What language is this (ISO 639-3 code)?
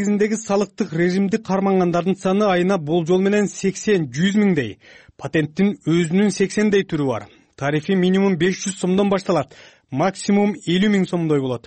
kir